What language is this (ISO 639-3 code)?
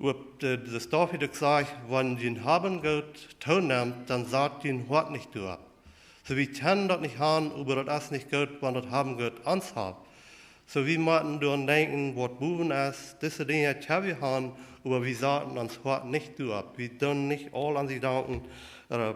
pdt